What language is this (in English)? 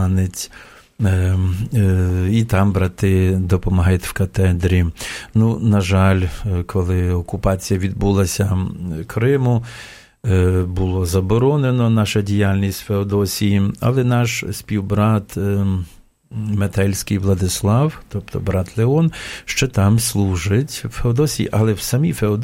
Ukrainian